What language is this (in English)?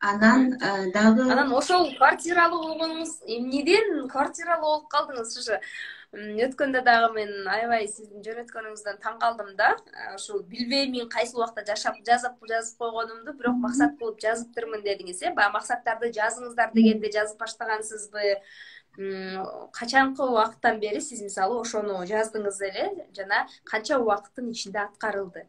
Kyrgyz